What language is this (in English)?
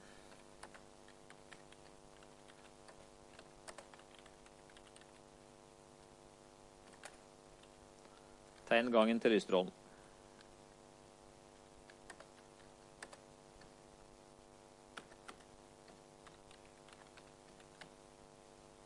Norwegian